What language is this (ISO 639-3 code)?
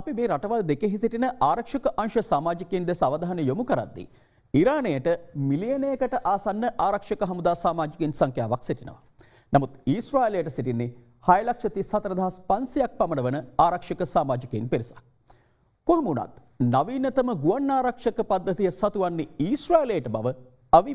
sin